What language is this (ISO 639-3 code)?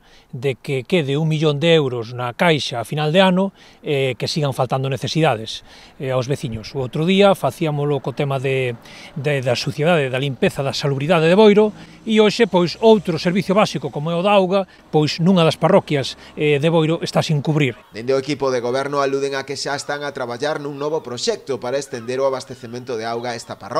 glg